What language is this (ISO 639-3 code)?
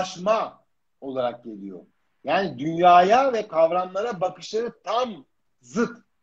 tur